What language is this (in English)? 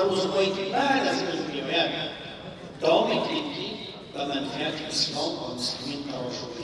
Tajik